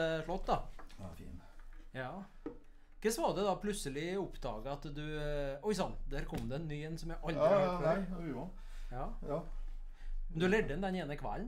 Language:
Norwegian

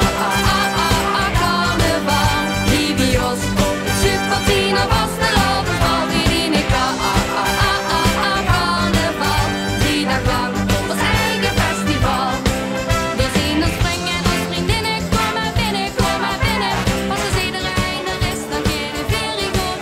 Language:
Limburgish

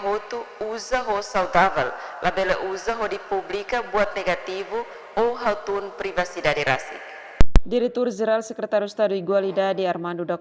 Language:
Tetum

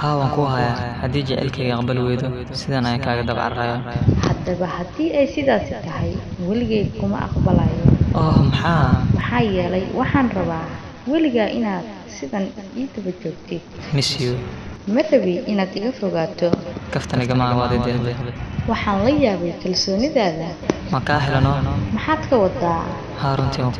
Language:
Somali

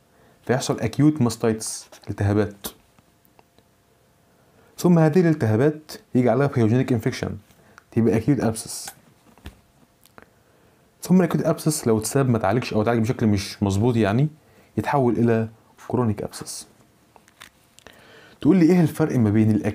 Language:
Egyptian Arabic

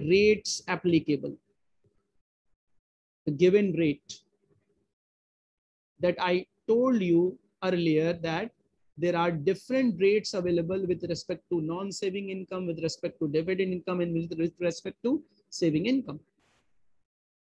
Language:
English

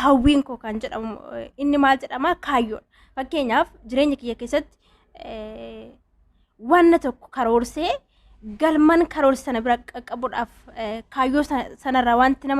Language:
Oromo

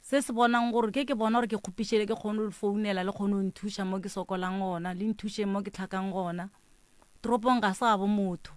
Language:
Northern Sotho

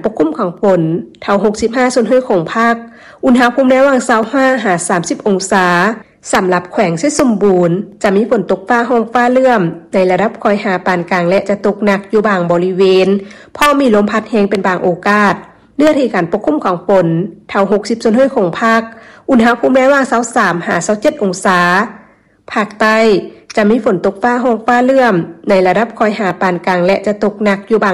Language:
Lao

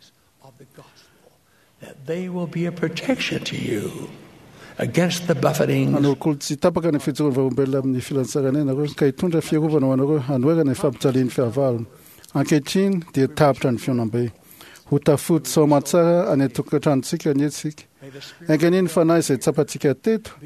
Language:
Malagasy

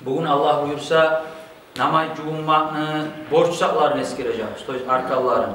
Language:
Kumyk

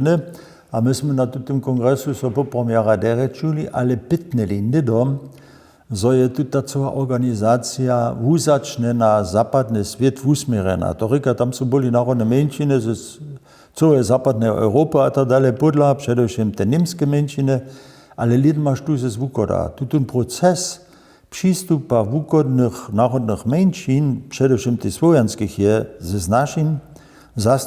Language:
Upper Sorbian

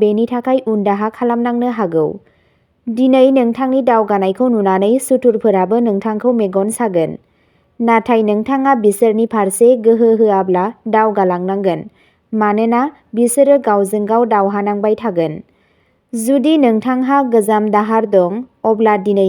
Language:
Bodo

